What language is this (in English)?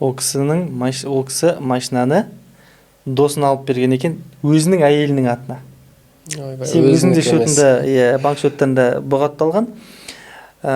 Kazakh